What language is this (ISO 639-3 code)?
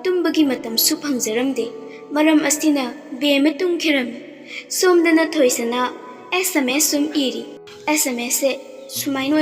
mni